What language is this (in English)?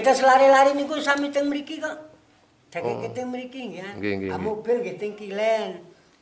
Javanese